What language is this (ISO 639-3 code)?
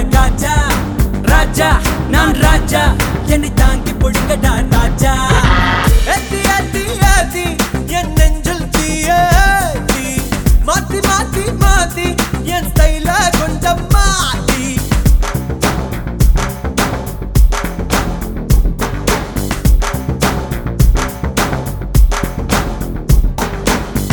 tam